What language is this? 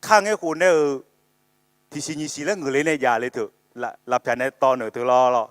Akha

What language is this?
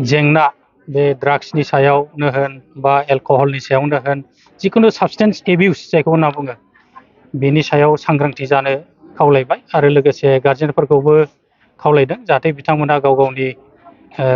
Bodo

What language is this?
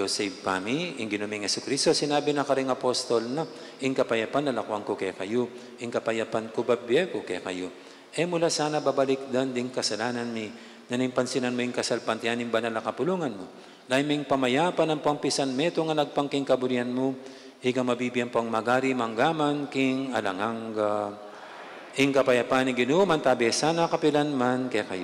Pampanga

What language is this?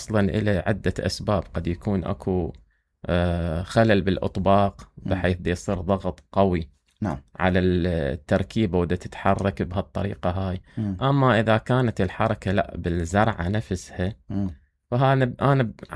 Mesopotamian Arabic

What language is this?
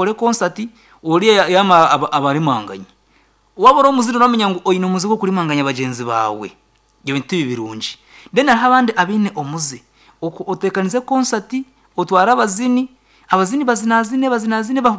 Nyankole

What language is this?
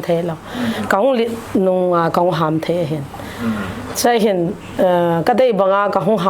Paite Chin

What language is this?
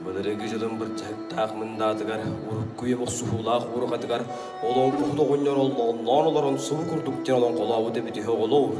Yakut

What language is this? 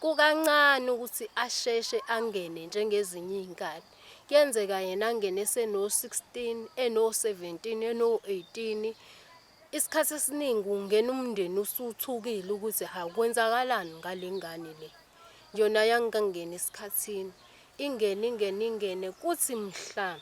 Zulu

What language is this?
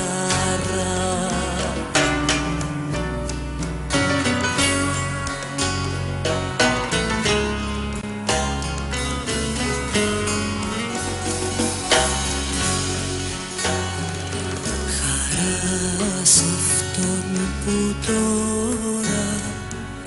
Greek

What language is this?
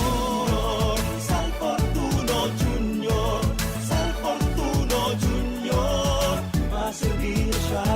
Bikol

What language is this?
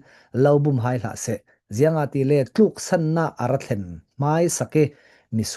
Falam Chin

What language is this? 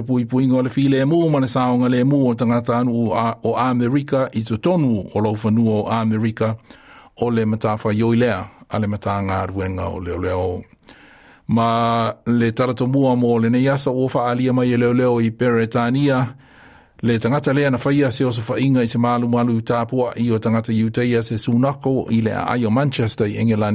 Samoan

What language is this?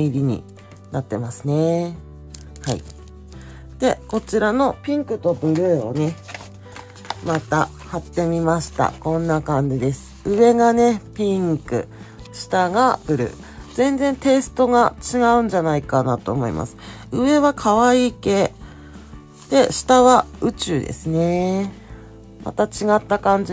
Japanese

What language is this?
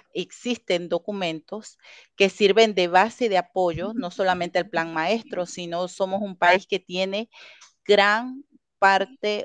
Spanish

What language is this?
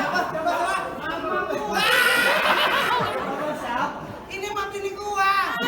Betawi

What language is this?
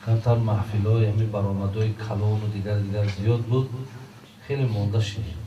Tajik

